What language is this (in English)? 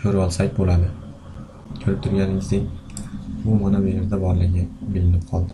Uzbek